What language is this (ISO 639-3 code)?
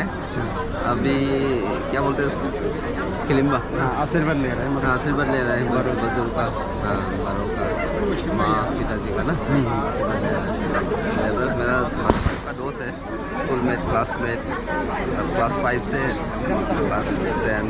dis